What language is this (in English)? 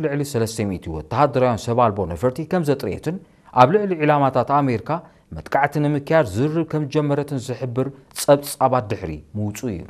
Tigrinya